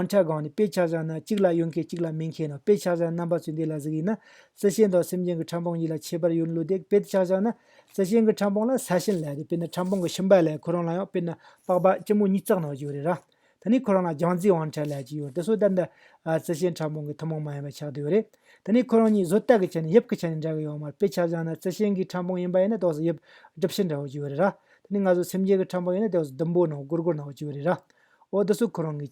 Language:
Tibetan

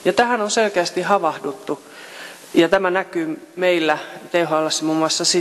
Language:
Finnish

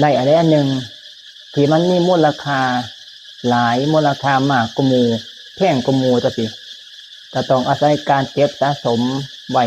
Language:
Northeastern Thai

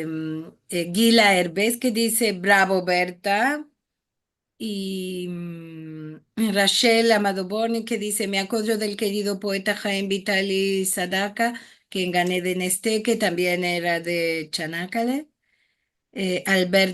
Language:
Ladino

